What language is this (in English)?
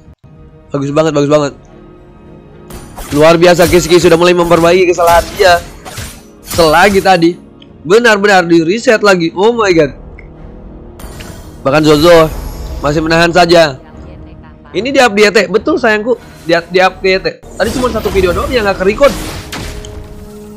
Indonesian